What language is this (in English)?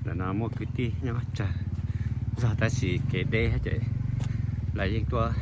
Hmong